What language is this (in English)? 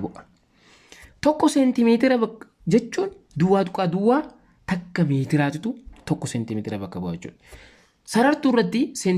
Oromo